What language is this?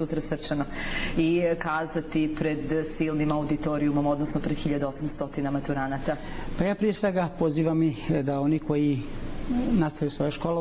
Bosnian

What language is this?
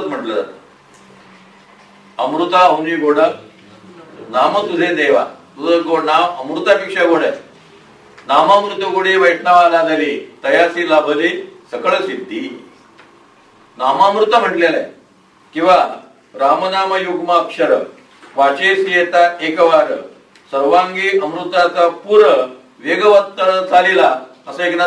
Marathi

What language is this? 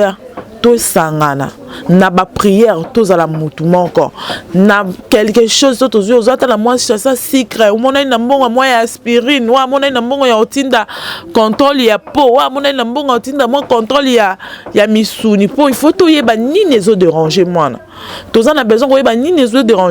Lingala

